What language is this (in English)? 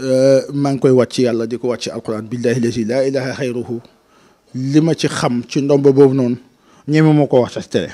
Wolof